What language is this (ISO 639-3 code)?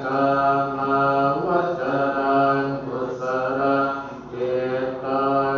pli